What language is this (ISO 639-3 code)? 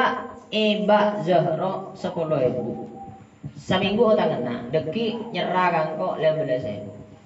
mad